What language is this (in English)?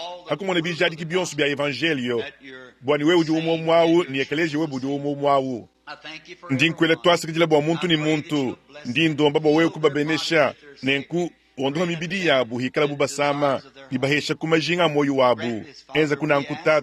Luba-Lulua